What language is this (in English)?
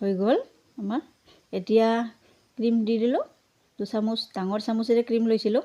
Assamese